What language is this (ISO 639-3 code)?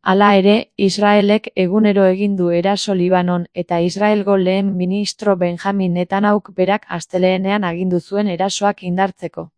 eus